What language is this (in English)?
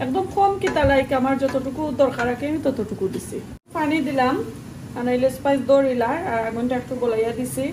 Sylheti